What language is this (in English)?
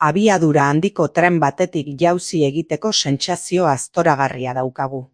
Basque